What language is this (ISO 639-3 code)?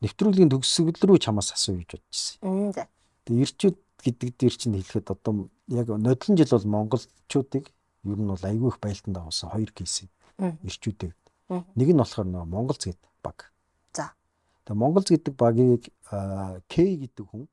mon